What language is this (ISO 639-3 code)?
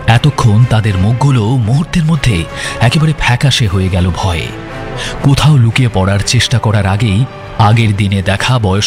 ben